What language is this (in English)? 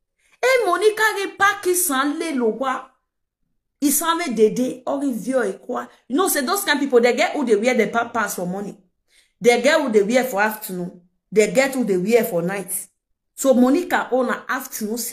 Nigerian Pidgin